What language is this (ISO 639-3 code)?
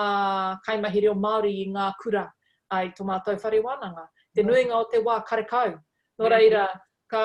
mri